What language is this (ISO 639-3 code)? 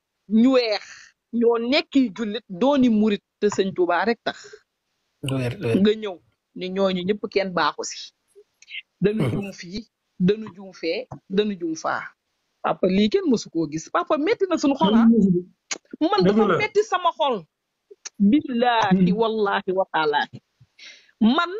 wol